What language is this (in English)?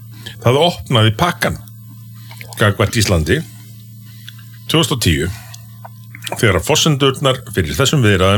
Icelandic